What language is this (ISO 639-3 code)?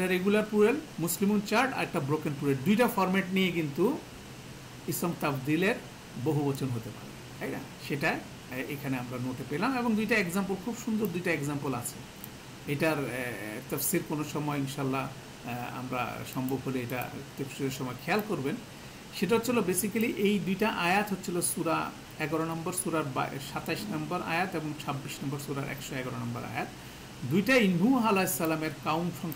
ben